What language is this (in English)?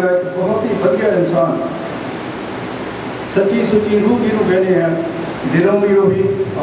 Punjabi